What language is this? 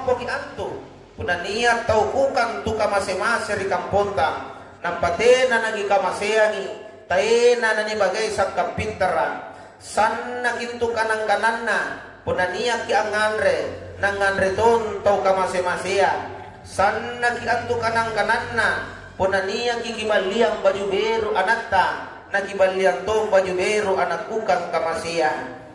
Makasar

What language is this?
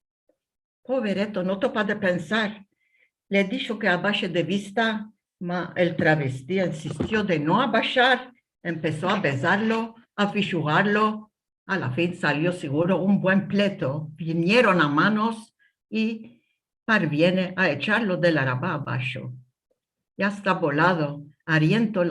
Ladino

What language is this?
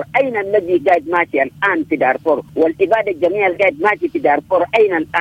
Sudanese Arabic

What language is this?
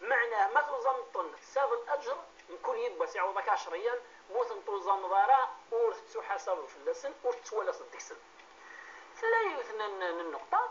Kabyle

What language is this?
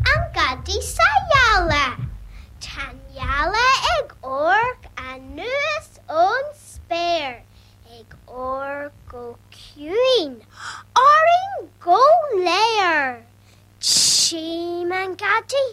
Irish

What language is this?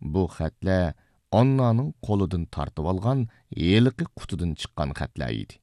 Uyghur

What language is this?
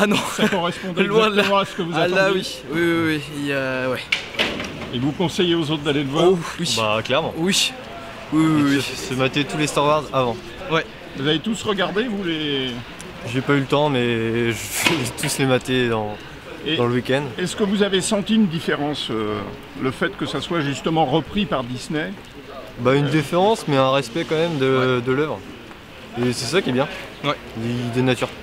French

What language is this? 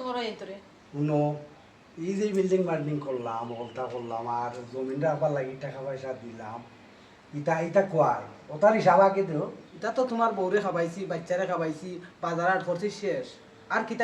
Sylheti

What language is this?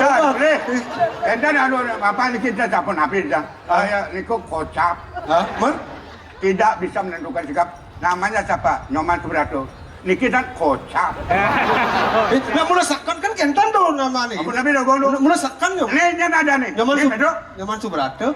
Balinese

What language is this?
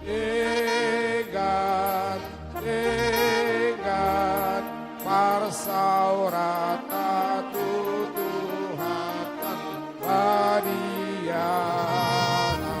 Batak Toba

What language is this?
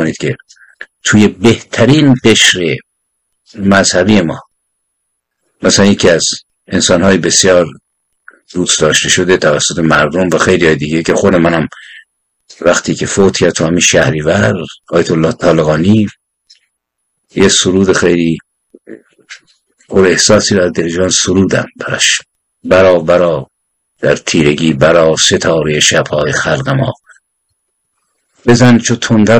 Persian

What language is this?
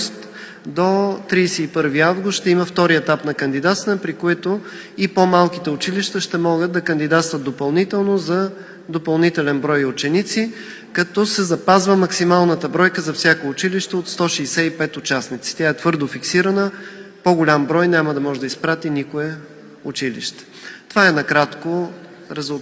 Bulgarian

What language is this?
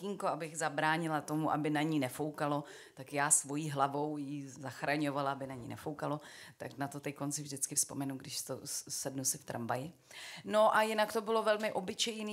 Czech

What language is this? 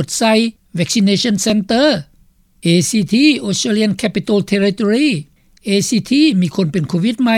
Lao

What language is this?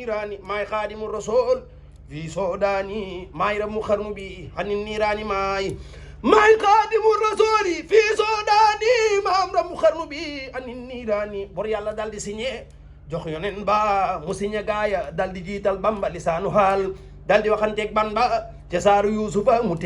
Wolof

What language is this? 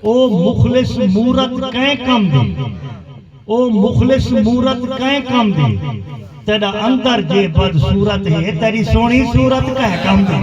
Saraiki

